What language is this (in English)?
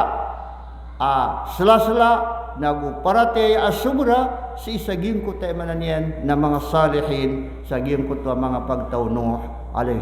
Maranao